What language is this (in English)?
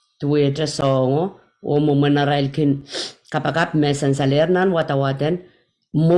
Pohnpeian